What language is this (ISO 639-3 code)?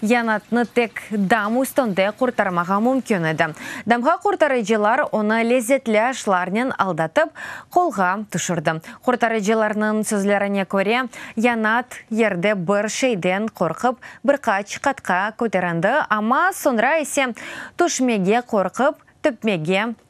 crh